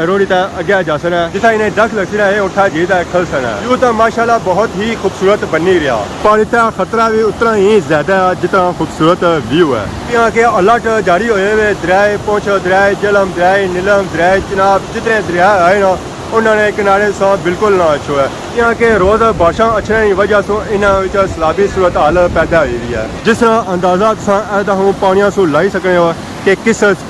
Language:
Pahari-Potwari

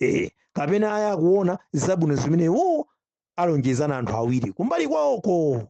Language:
Nyanja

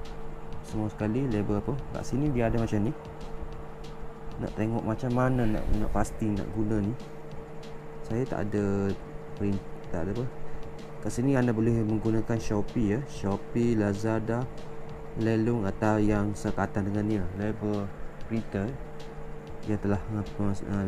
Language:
Malay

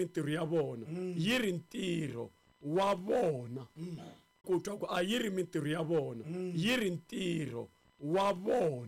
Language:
Tsonga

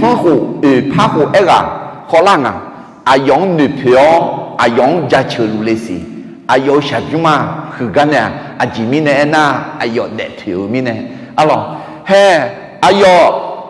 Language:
Akha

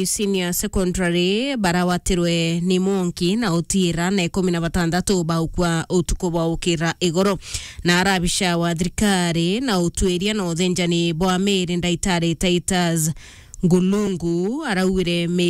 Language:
Meru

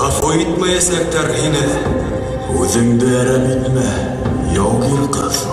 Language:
Bashkir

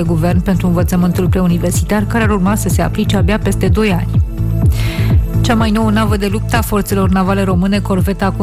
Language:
Romanian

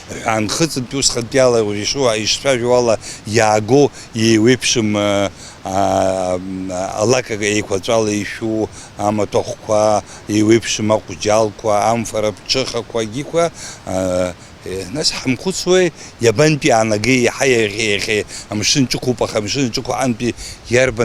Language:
Abkhazian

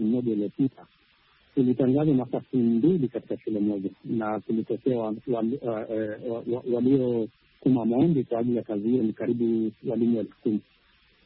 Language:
Swahili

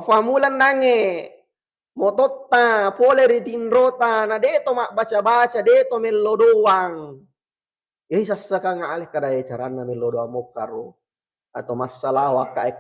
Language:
Buginese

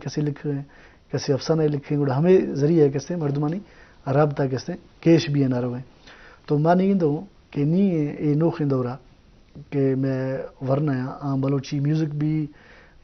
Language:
Eastern Balochi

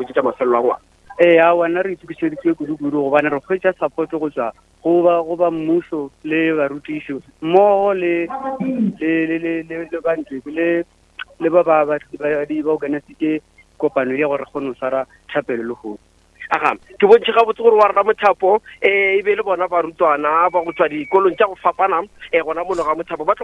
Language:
Northern Sotho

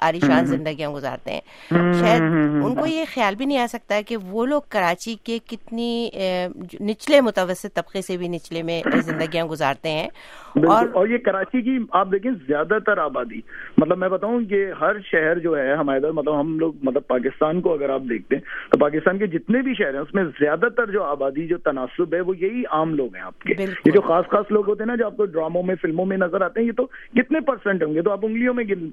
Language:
Urdu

